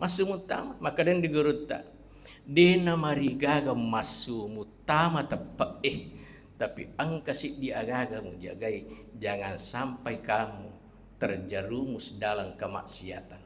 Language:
Buginese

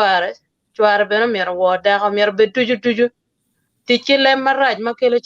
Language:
Acoli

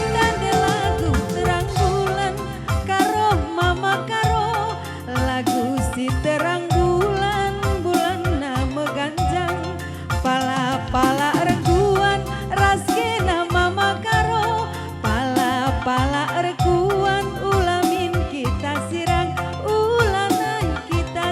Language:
Batak Karo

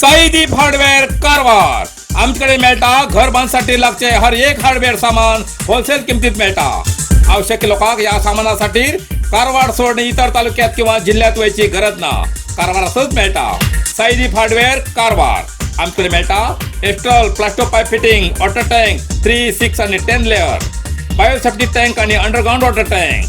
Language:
Konkani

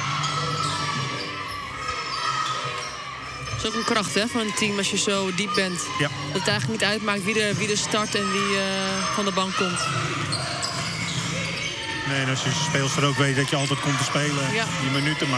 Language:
Dutch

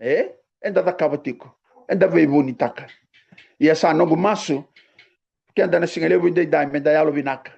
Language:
Fijian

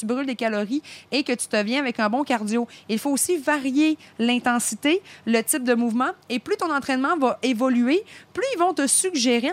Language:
French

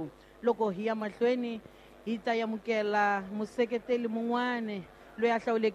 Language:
Tsonga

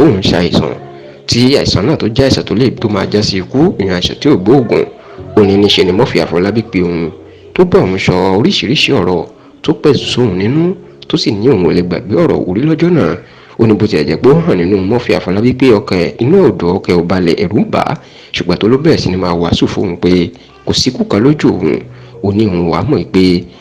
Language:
Yoruba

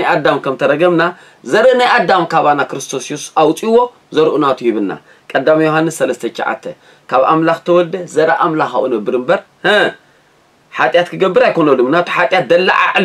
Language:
Tigrinya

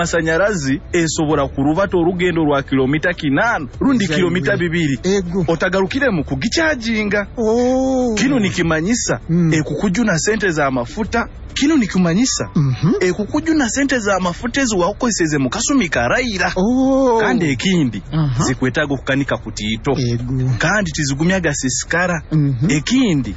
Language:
Nyoro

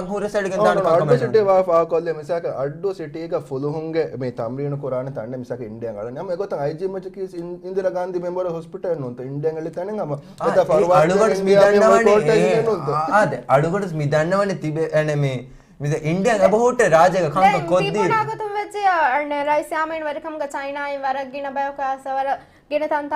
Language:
Divehi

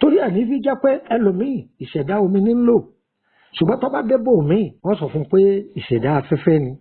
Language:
Yoruba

